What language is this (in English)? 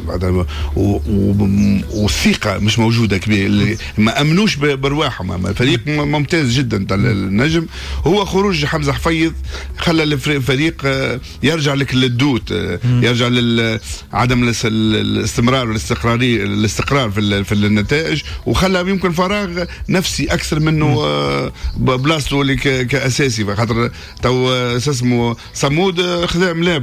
Tunisian Arabic